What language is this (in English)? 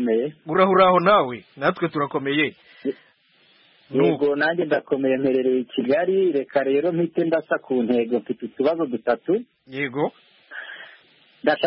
Kinyarwanda